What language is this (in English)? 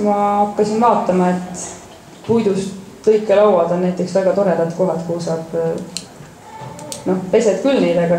Estonian